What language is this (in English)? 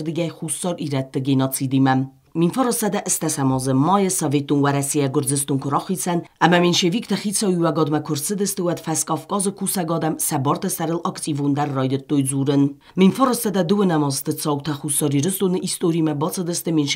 Ossetic